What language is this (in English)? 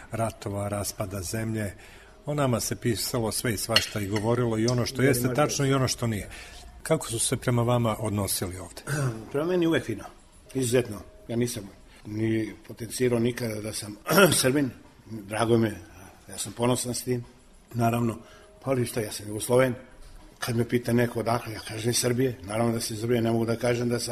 Serbian